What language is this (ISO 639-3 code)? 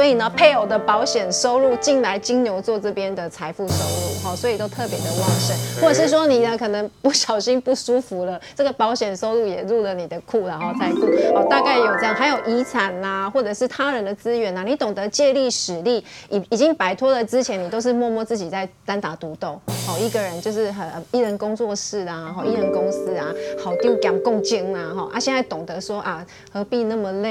zho